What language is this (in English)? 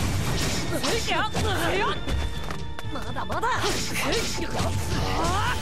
Japanese